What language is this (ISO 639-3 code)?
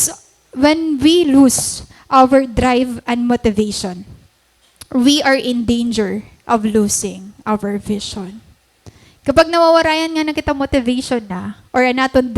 war